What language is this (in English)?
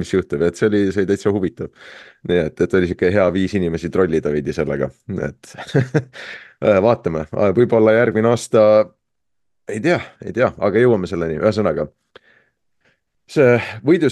Estonian